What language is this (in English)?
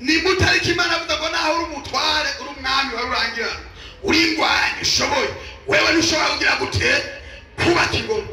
Rundi